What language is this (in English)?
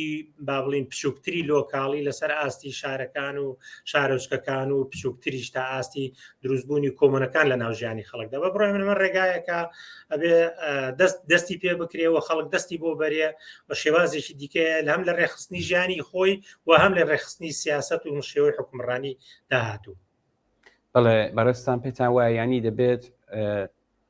Central Kurdish